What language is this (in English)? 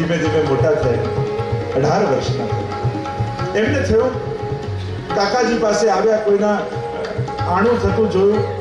Gujarati